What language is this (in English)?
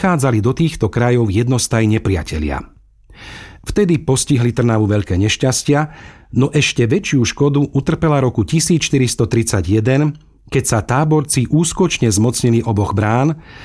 Slovak